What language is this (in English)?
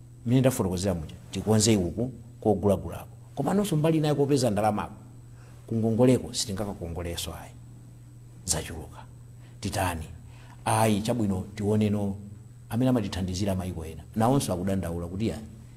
Nyanja